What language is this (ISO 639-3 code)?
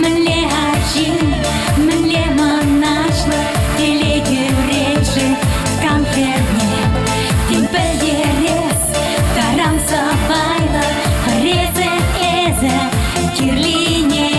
chv